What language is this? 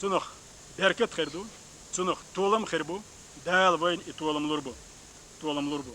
Chechen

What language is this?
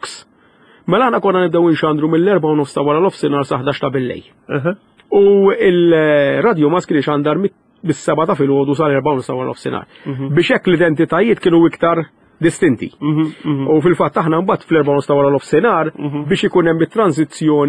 Maltese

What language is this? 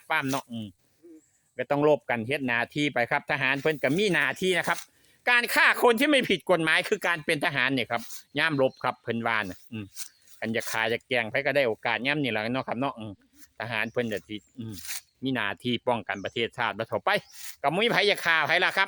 Northeastern Thai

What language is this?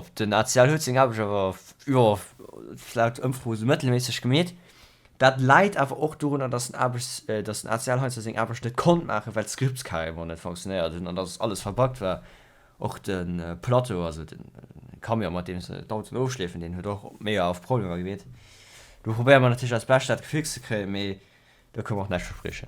Luxembourgish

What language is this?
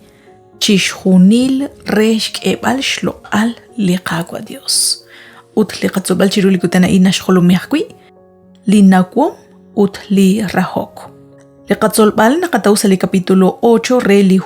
Kekchí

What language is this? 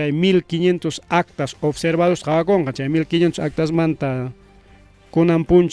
Ayacucho Quechua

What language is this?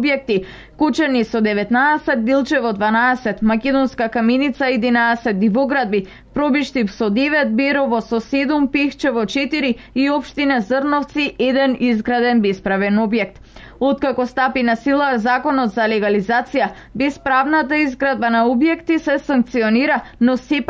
Macedonian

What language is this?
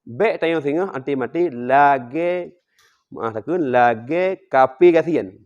Achinese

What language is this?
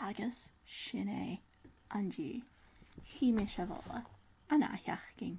Scottish Gaelic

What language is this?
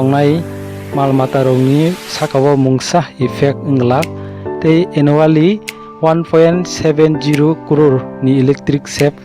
Kok Borok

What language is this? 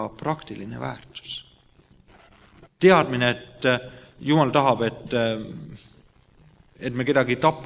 Estonian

